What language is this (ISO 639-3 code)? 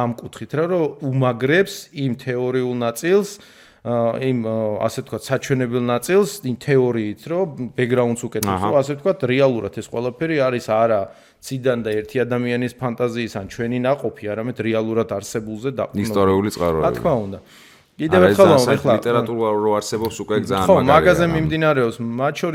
kat